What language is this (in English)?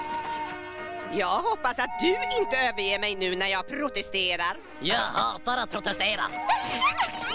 Swedish